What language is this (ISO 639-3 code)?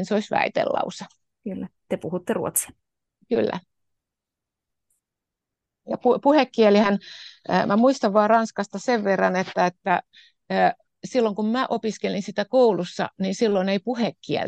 fin